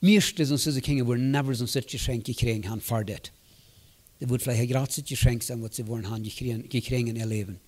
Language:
Plautdietsch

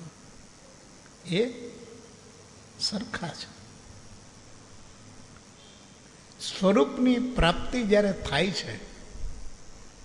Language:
Gujarati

